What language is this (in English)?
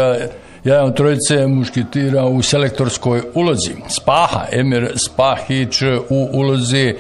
Bosnian